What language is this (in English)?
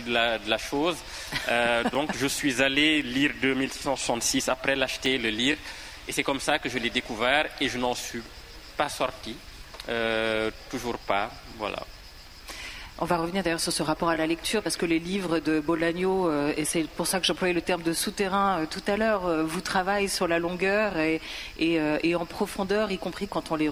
French